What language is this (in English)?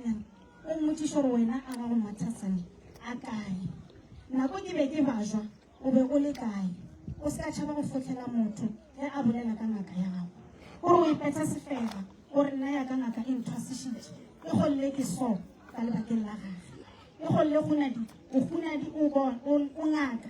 Northern Sotho